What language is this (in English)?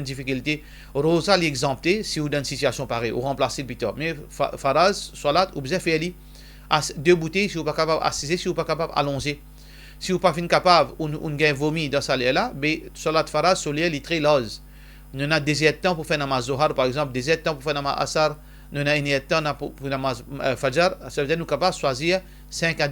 Morisyen